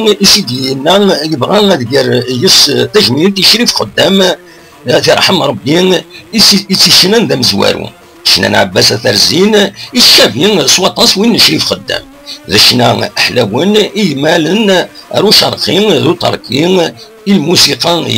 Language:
Kabyle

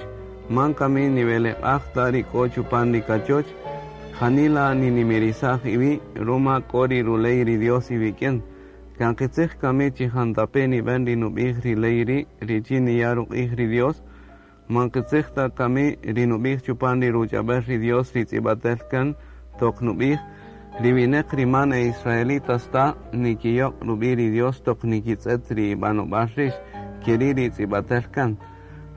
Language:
Kaqchikel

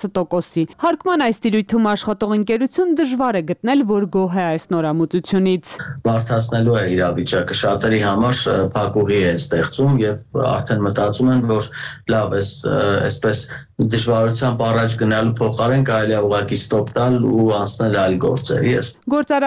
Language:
Armenian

